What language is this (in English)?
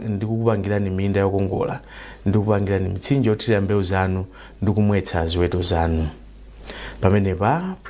Nyanja